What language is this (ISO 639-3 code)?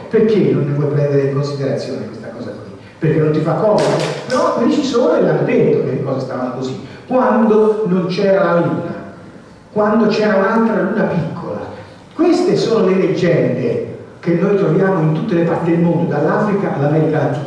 ita